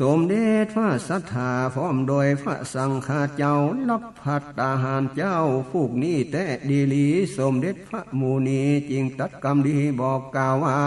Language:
Northern Thai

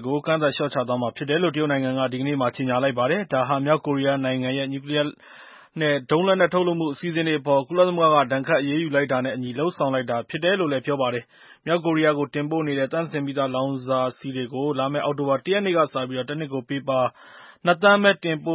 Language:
Burmese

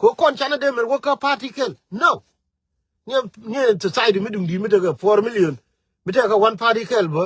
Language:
Nuer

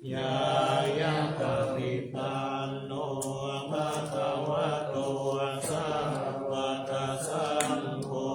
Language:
Pali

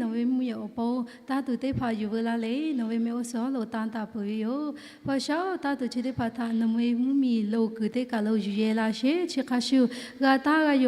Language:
Lahu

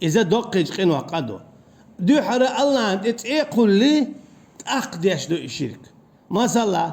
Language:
Chechen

